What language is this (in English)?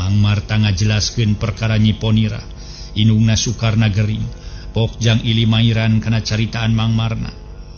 Sundanese